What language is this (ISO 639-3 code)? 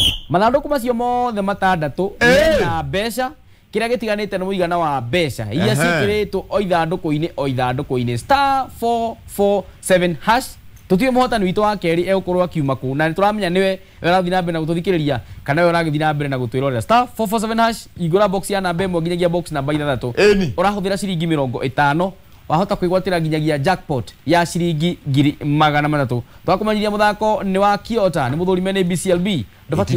kik